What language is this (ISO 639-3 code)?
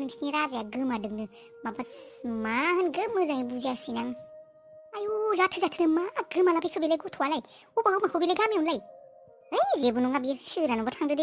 brx